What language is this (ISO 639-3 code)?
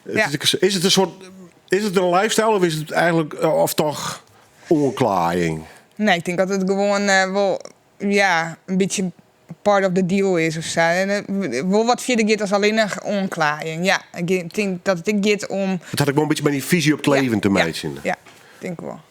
fry